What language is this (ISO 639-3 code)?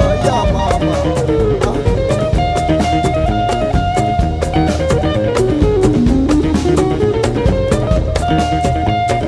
swa